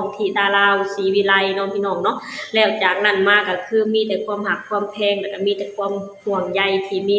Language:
Lao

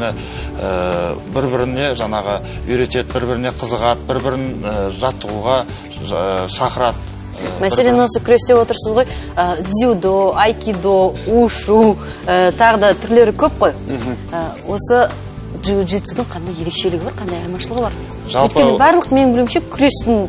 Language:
Kazakh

